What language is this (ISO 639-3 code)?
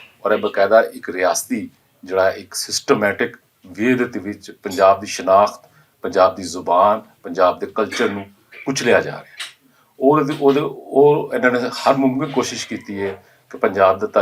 lah